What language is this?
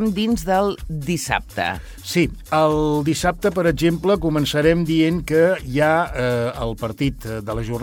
Catalan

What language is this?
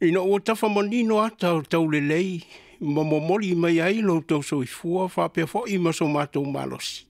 Samoan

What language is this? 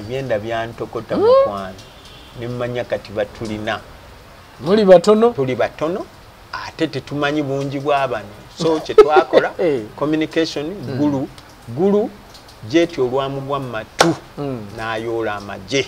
Ganda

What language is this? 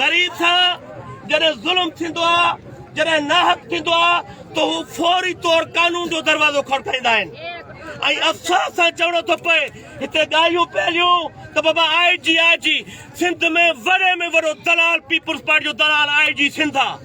Sindhi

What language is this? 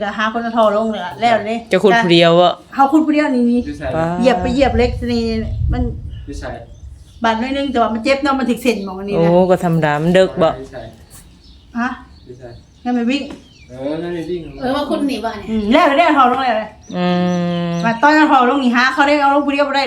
Northeastern Thai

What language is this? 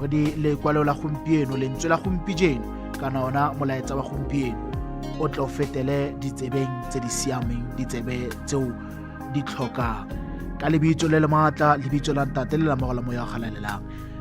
Tswana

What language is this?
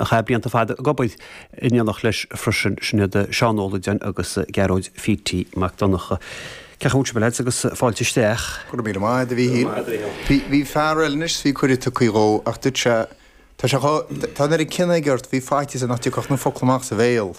Irish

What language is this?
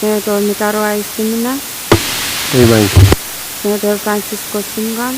Pohnpeian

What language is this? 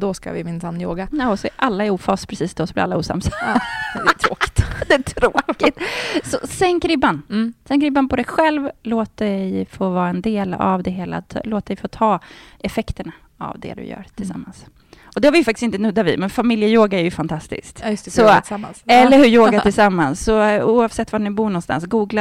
Swedish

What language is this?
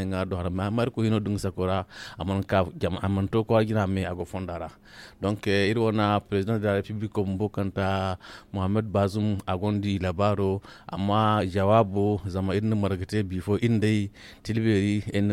Zarma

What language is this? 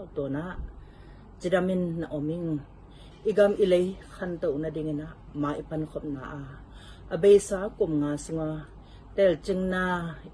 Tedim Chin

